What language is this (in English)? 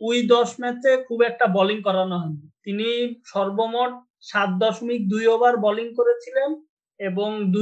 Bangla